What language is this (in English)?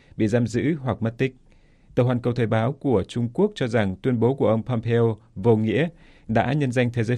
Vietnamese